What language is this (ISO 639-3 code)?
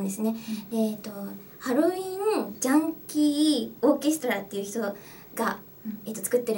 jpn